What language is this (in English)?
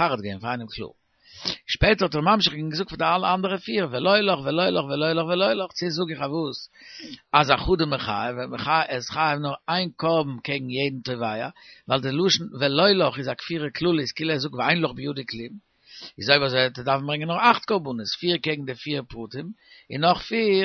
Yiddish